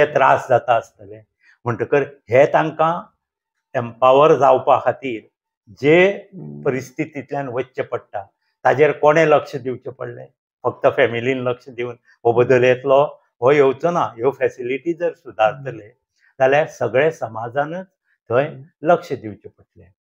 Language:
Konkani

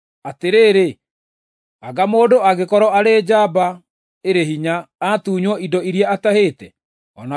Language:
Kikuyu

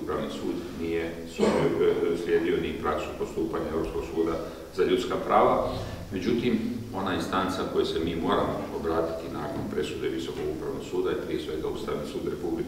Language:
Croatian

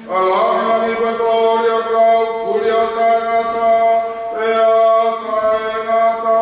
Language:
Tongan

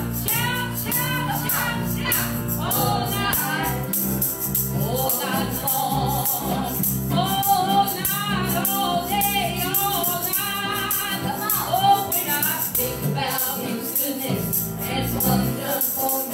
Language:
English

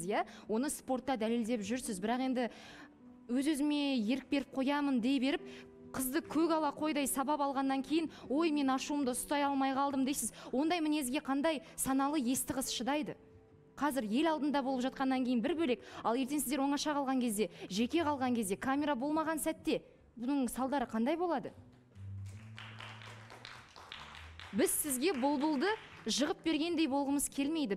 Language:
Kazakh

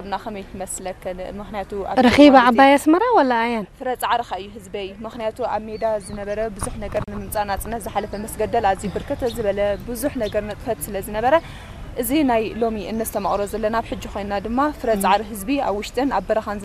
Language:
Tigrinya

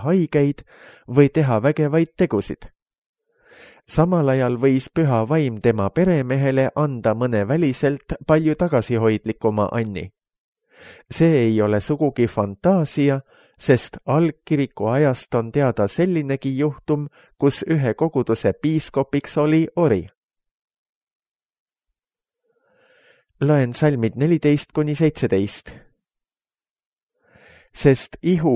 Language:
Estonian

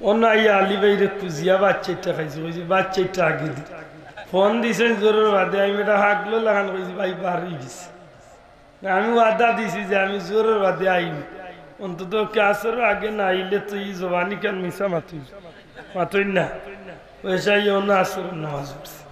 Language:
Sylheti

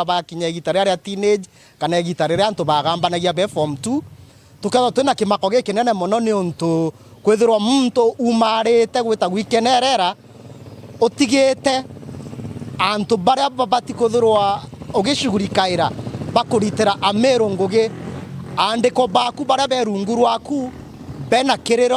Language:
Meru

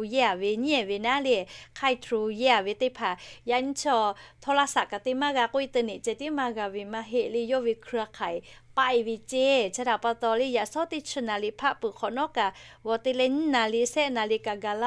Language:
Lahu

